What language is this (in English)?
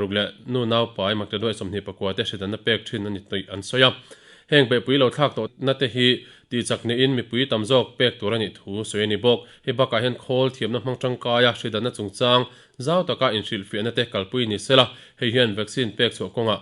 Mizo